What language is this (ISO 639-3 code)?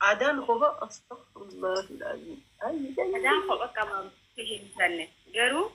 orm